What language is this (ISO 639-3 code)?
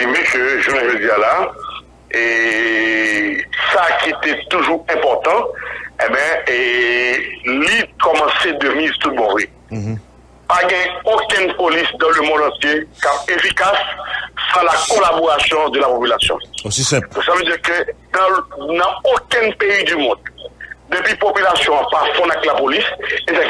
hat